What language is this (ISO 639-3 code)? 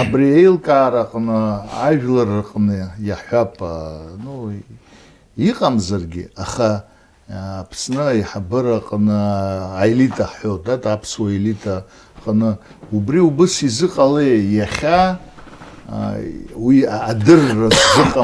abk